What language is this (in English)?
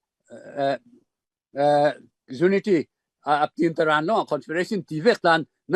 Falam Chin